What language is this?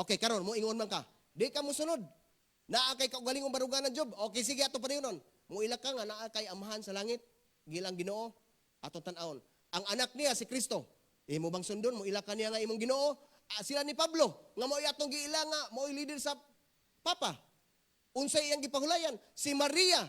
Cebuano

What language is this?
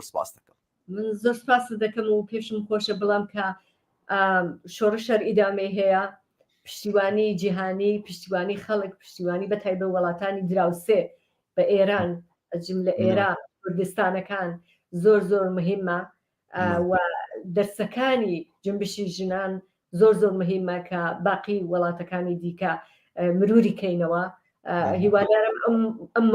Central Kurdish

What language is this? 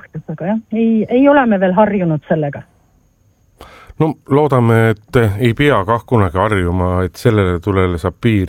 Estonian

